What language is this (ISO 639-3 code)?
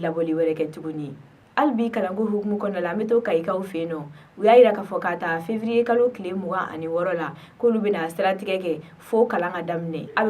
bam